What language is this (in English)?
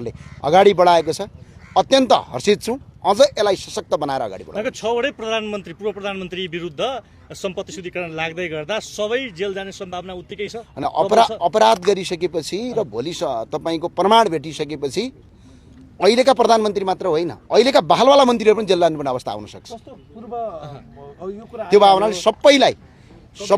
Nepali